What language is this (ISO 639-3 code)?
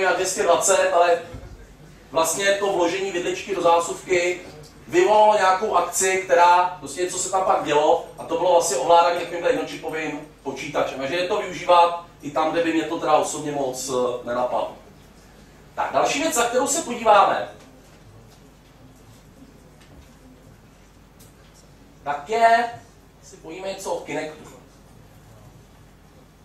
ces